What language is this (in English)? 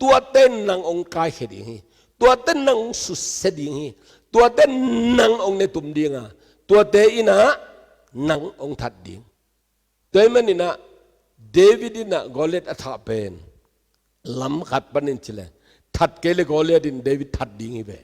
Tedim Chin